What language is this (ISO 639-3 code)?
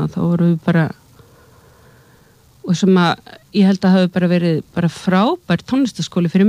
isl